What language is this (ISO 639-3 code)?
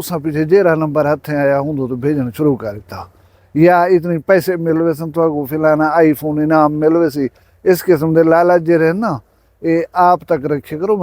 skr